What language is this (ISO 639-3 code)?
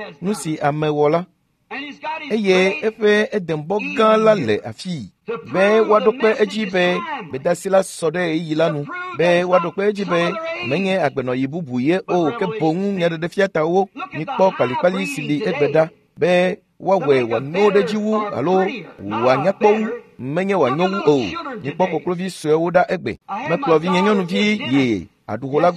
ewe